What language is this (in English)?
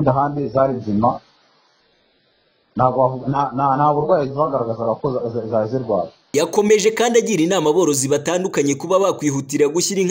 Kinyarwanda